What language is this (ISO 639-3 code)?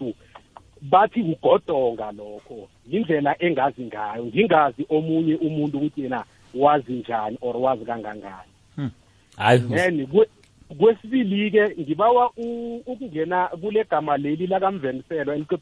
nbl